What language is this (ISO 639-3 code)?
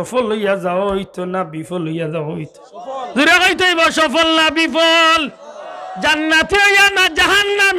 syl